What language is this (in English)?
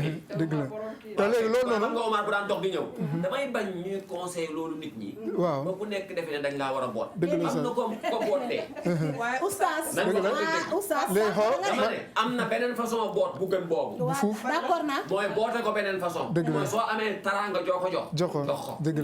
Wolof